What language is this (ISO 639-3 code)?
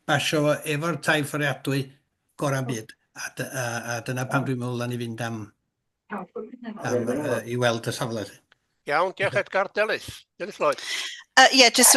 cym